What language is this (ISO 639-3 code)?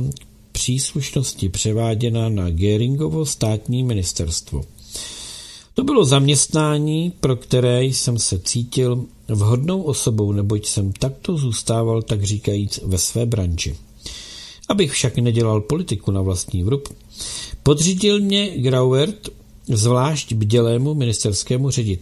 ces